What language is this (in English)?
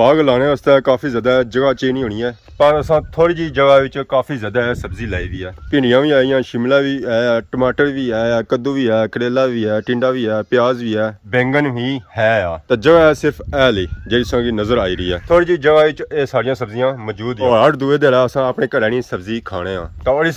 Pahari-Potwari